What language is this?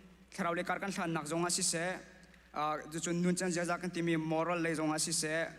Hakha Chin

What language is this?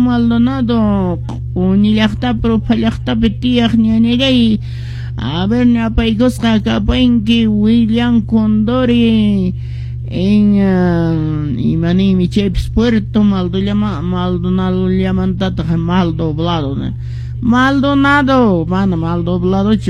Quechua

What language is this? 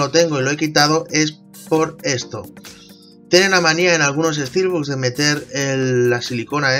Spanish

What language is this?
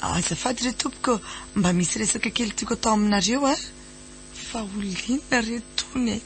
Malagasy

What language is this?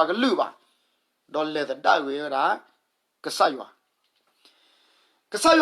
S'gaw Karen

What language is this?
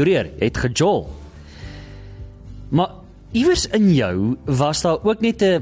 Afrikaans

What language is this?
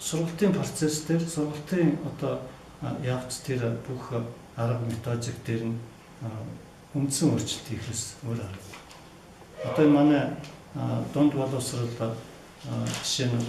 Mongolian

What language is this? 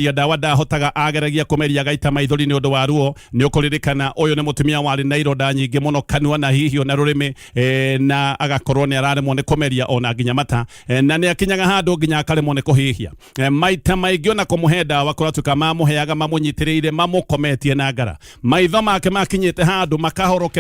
Kikuyu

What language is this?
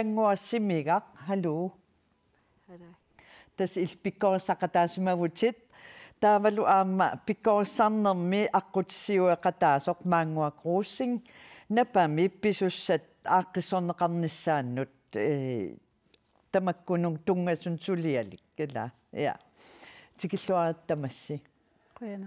Kalaallisut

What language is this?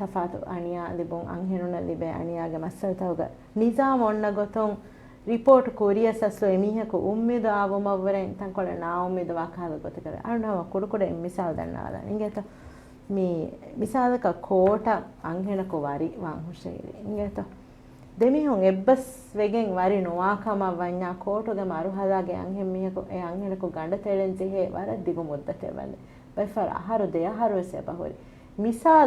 Divehi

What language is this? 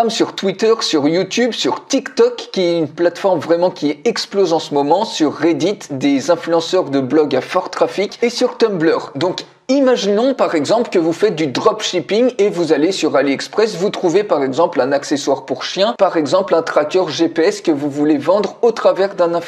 French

